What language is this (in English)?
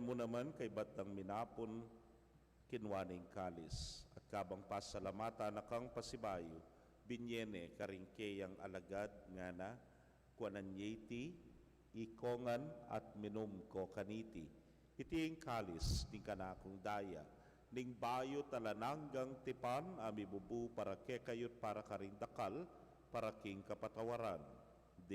Pampanga